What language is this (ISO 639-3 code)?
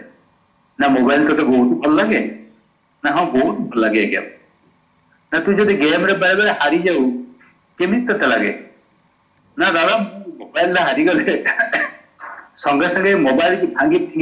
ori